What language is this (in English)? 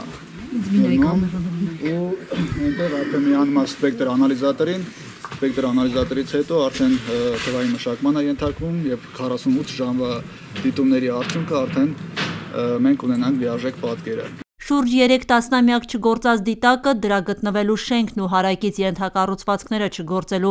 Armenian